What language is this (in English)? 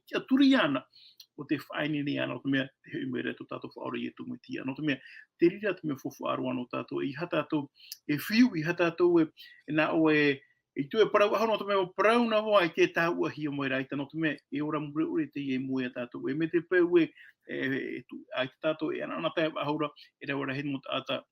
Tahitian